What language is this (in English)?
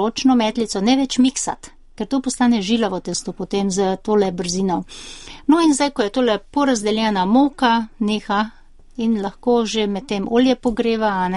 Slovenian